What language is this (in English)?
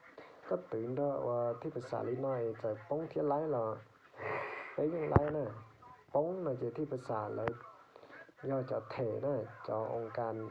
Hmong